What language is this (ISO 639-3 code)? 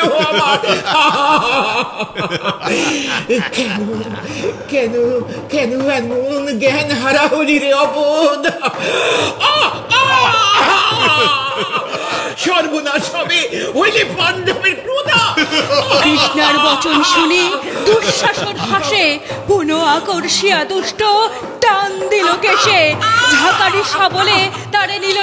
ben